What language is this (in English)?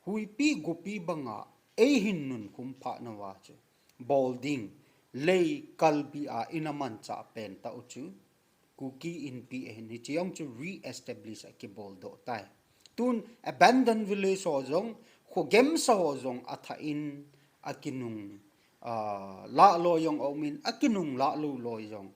Thado Chin